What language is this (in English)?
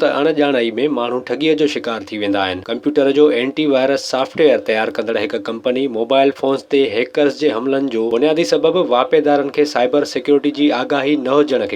Sindhi